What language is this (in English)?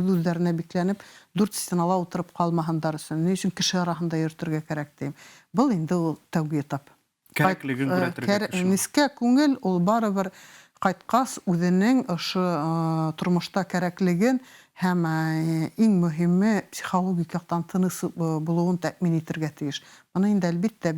Bashkir